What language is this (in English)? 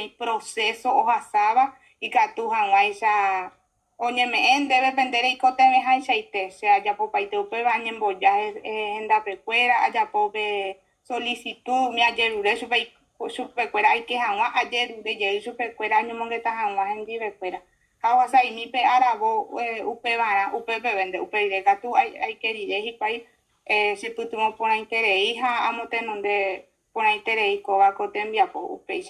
Guarani